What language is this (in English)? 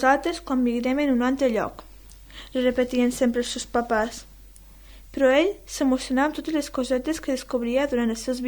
Catalan